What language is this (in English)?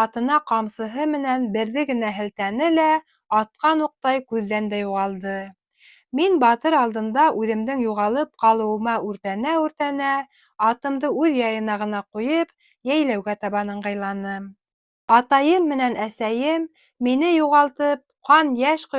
Bashkir